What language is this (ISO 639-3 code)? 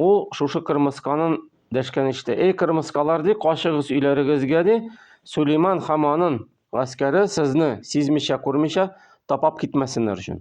tat